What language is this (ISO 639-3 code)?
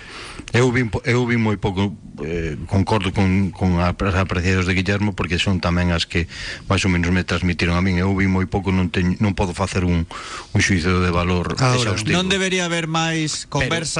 glg